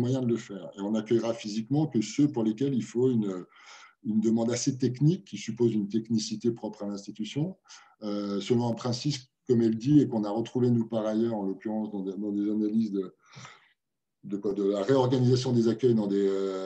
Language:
French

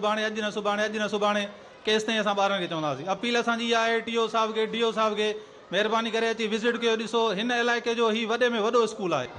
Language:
Sindhi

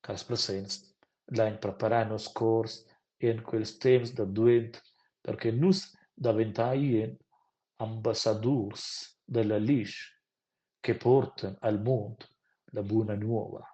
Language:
Romansh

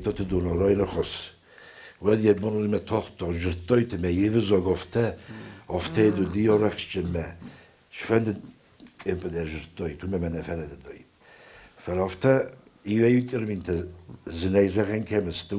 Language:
Ossetic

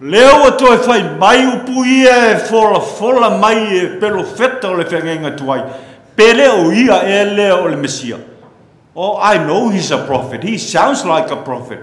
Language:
Samoan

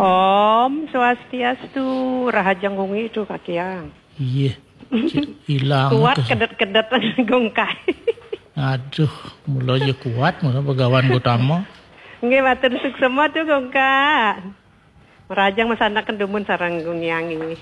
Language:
Balinese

